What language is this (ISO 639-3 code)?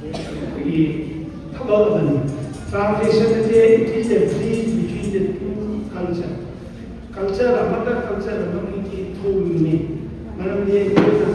mni